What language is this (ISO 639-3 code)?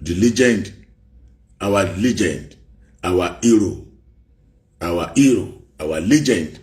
yor